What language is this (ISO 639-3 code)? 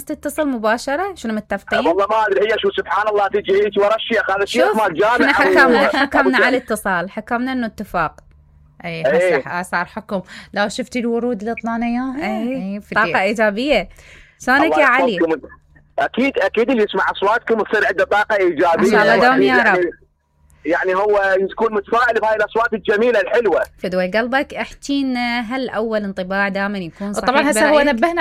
acm